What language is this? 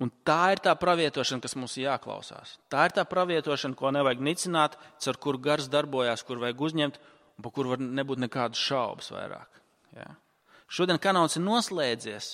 Latvian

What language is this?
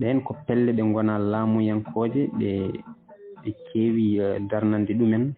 Fula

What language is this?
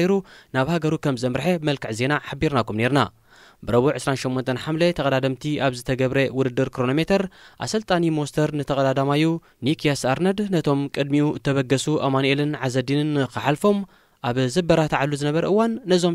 Tigrinya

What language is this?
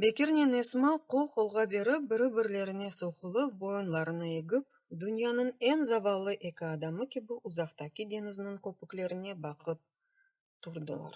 Crimean Tatar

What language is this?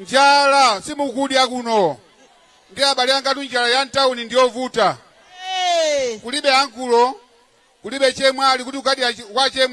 Nyanja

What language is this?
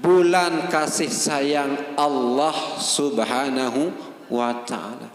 Sasak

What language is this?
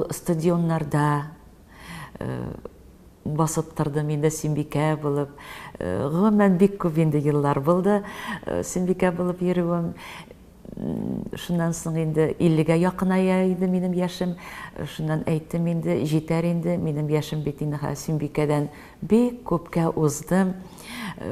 Tatar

